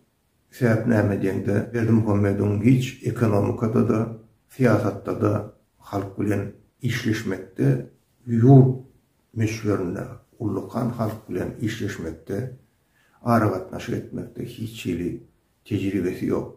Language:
Turkmen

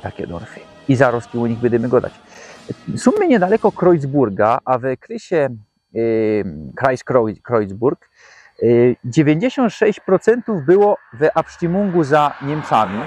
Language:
Silesian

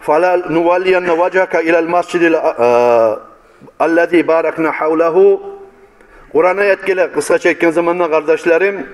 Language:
Kumyk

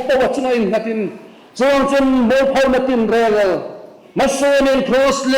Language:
Hmar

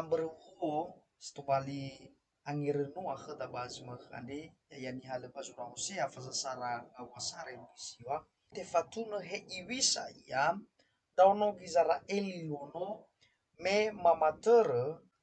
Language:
Nias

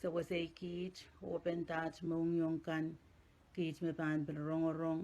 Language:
Pohnpeian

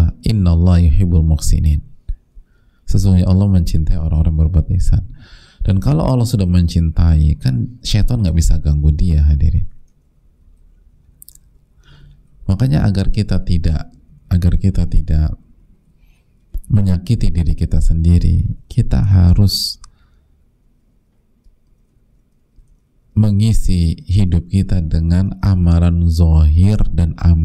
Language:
Indonesian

